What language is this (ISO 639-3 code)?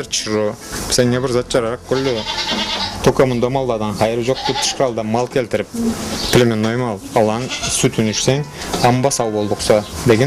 krc